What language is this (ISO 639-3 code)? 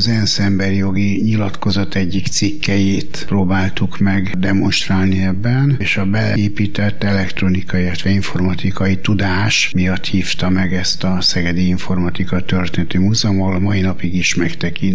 hun